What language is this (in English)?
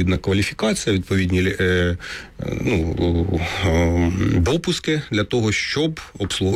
Ukrainian